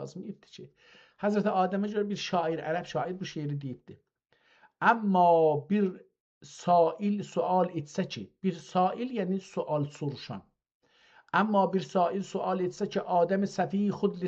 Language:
South Azerbaijani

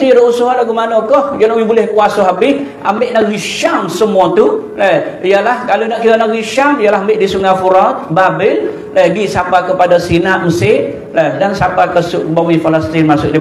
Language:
Malay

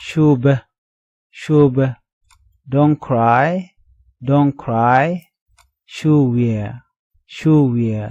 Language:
Nuer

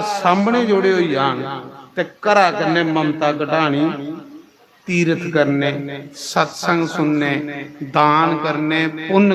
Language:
Dogri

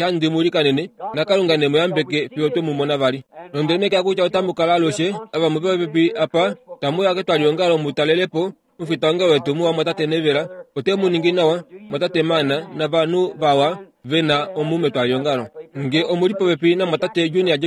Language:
Kuanyama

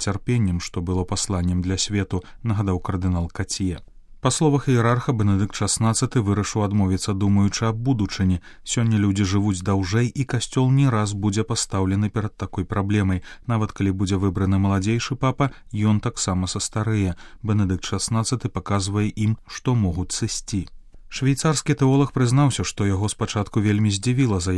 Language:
Belarusian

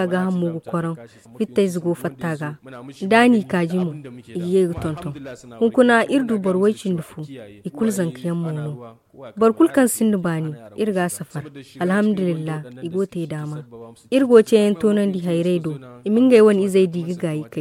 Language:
Zarma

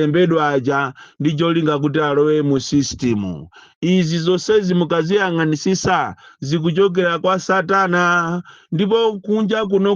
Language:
Nyanja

